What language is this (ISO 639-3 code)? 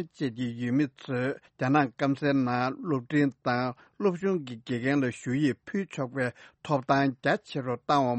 bod